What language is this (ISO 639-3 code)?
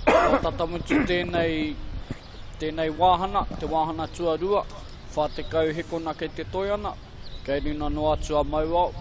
mri